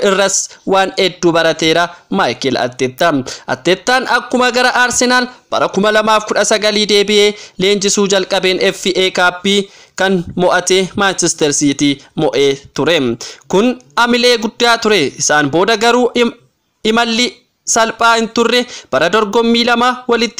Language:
Oromo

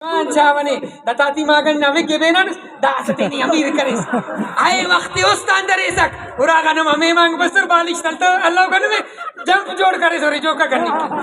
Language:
Brahui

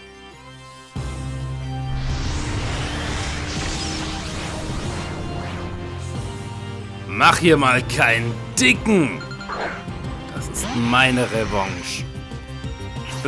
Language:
German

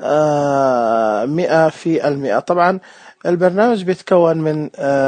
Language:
Najdi Arabic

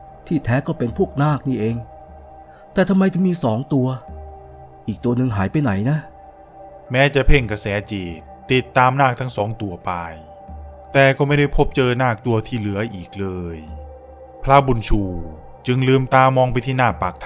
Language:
Thai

